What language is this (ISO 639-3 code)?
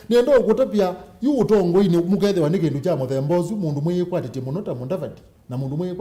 kam